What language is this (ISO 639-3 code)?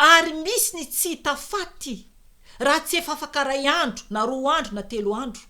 mlg